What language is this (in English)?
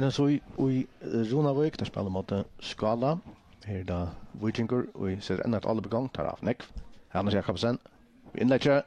Faroese